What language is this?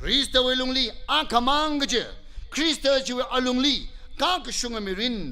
Tangkhul Naga (India)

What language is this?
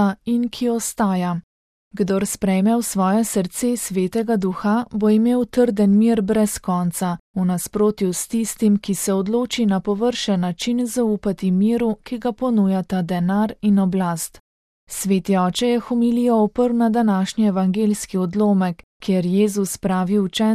Slovenian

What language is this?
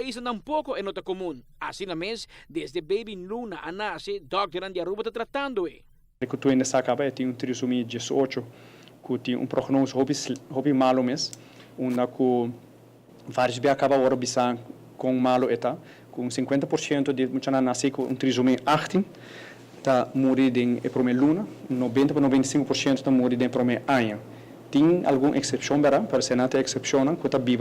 Papiamento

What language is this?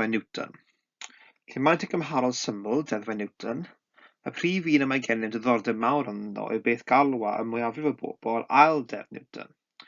Welsh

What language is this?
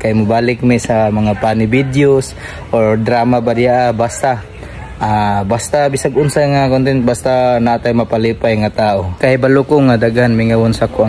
Cebuano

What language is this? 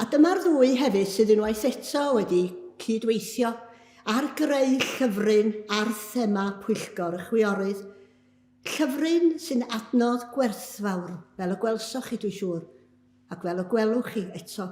Welsh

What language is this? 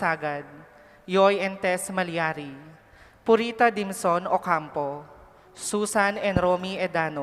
Pampanga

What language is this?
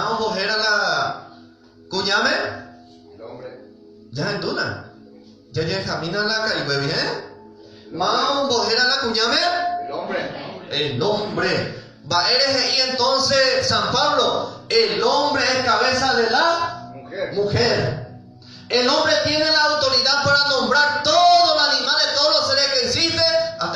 Guarani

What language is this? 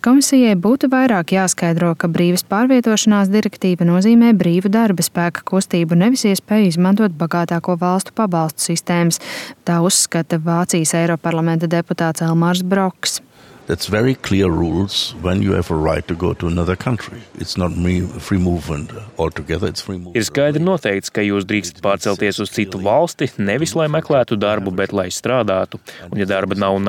Latvian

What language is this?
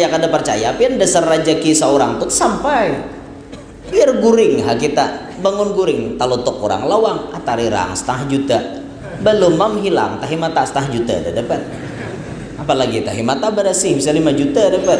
Banjar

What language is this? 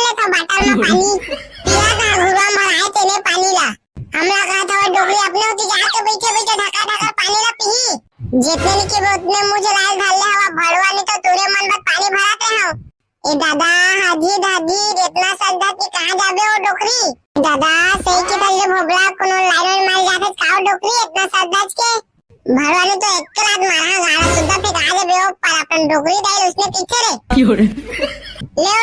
Chhattisgarhi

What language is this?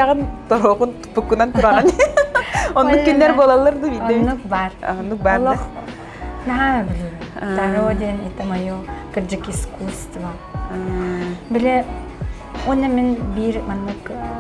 Yakut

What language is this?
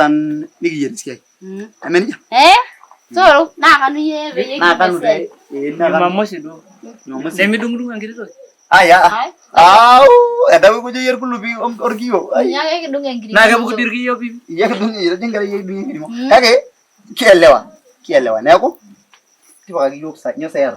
Masai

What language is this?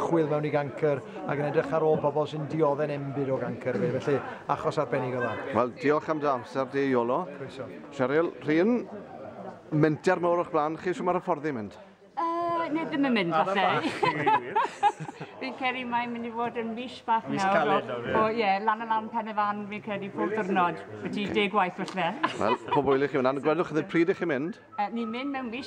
Welsh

